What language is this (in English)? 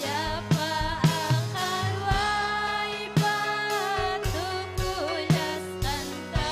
Ayacucho Quechua